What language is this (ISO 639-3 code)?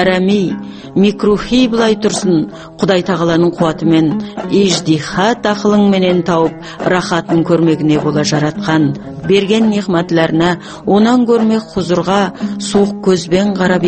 kaz